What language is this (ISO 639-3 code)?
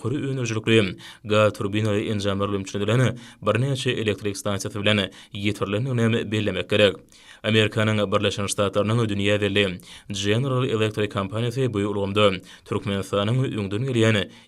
tuk